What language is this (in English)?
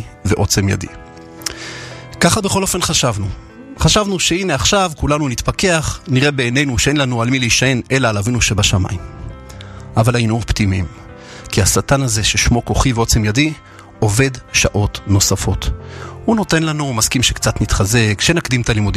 Hebrew